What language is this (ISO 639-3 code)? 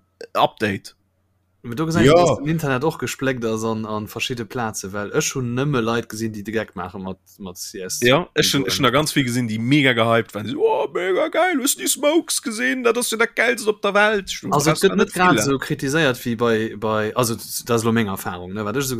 ltz